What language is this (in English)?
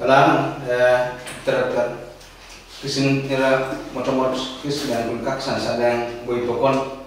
Pohnpeian